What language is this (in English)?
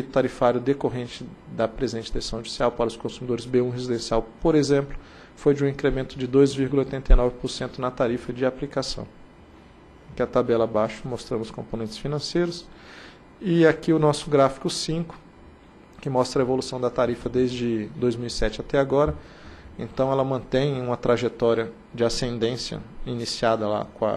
Portuguese